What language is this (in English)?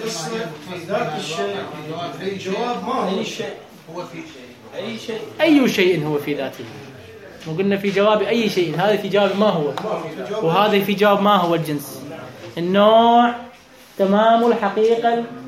Mesopotamian Arabic